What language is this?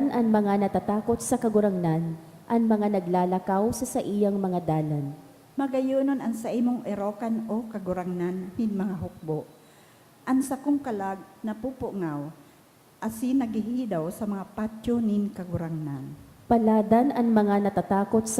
Bikol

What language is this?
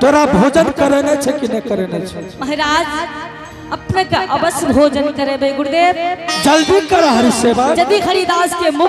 Angika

